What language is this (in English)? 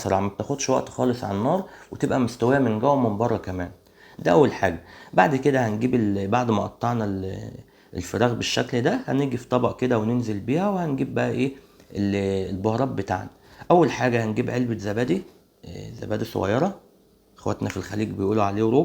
Egyptian Arabic